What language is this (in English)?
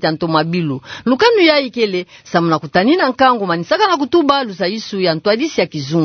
Kituba (Democratic Republic of Congo)